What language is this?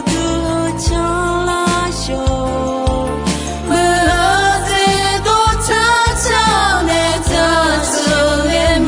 Akha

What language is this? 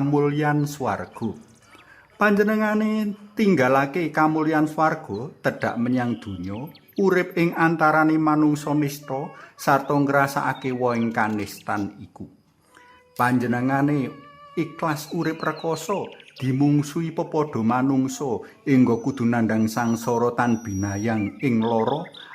Javanese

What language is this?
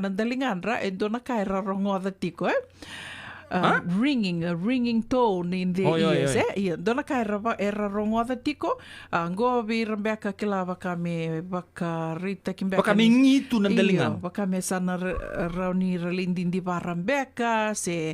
Fijian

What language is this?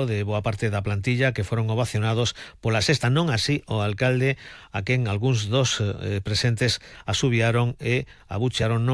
Galician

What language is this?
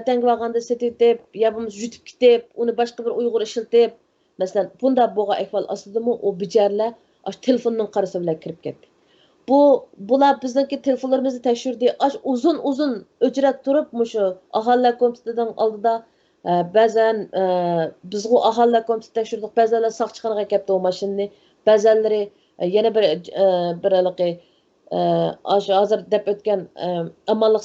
Uyghur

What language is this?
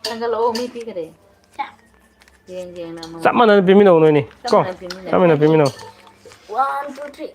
Manipuri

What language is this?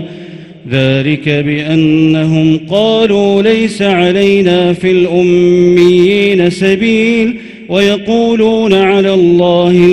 Arabic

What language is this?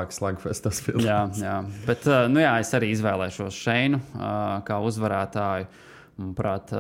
Latvian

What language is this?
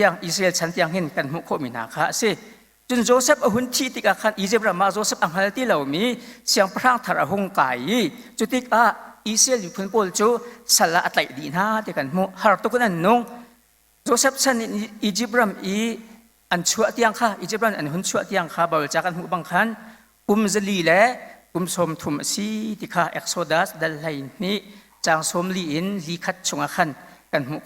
Hakha Chin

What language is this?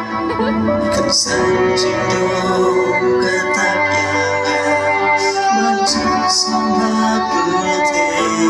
Khasi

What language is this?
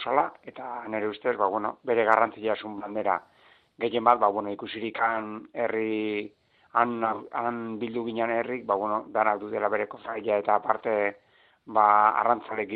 Basque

